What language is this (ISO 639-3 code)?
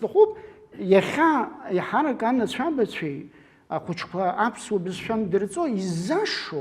abk